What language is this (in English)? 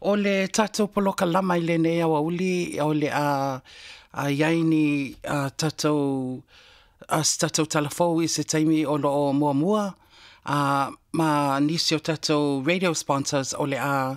Samoan